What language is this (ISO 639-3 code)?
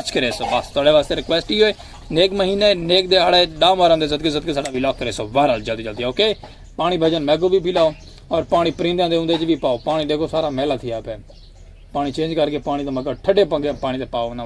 skr